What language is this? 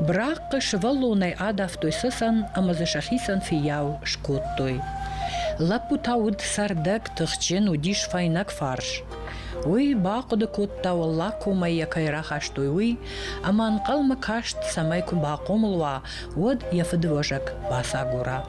Ossetic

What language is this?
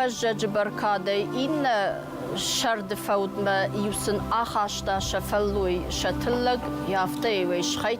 Ossetic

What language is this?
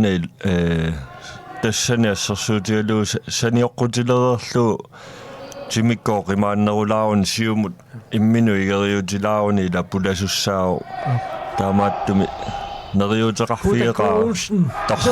Kalaallisut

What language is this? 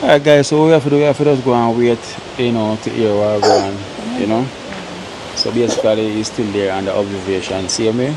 Jamaican Creole English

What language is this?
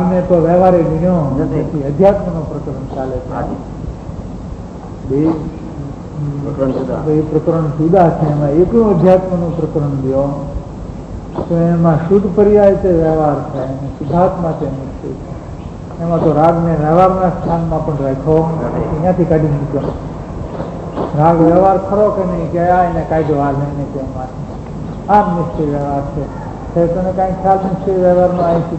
Gujarati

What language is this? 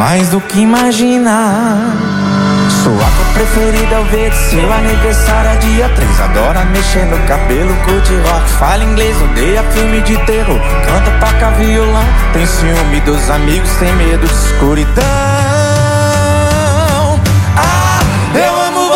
Portuguese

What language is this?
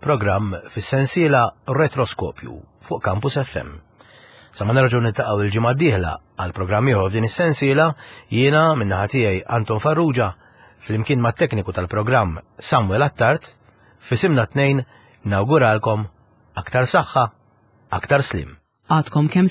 Maltese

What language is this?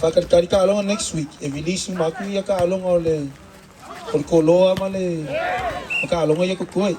Samoan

